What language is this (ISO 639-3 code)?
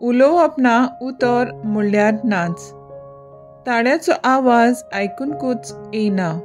kok